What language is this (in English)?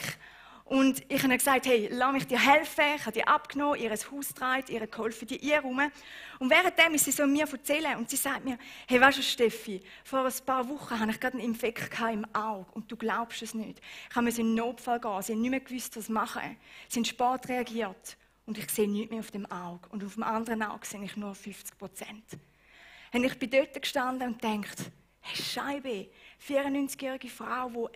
Swiss German